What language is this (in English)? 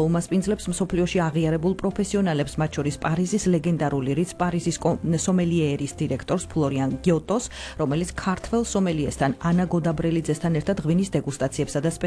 Georgian